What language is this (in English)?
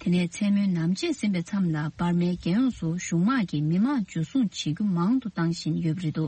Tibetan